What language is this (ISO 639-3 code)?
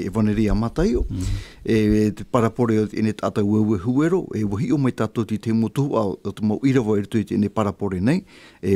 tah